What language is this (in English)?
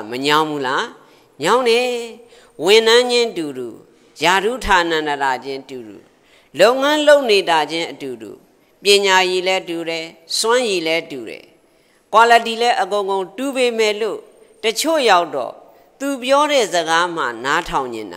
Burmese